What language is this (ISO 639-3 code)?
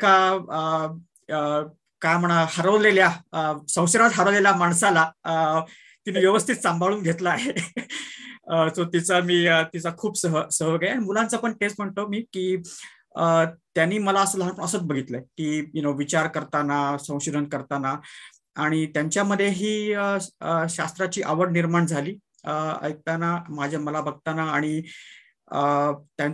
mar